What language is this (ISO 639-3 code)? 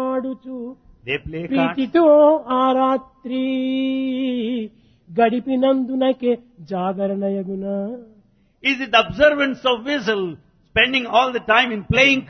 tel